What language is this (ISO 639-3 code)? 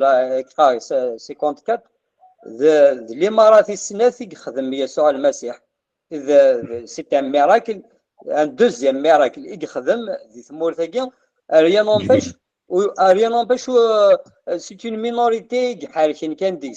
kab